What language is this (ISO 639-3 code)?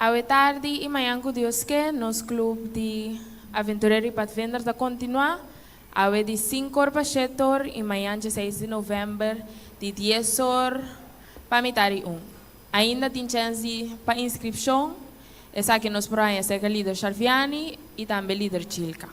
pap